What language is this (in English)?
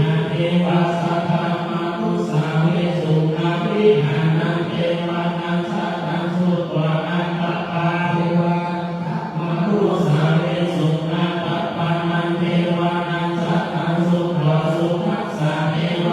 Pali